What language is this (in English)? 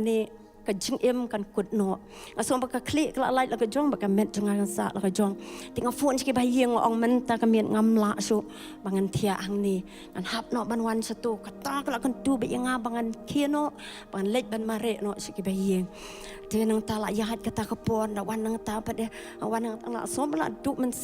Khasi